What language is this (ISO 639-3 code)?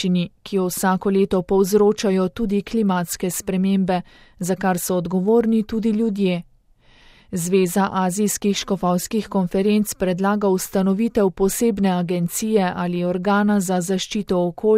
slv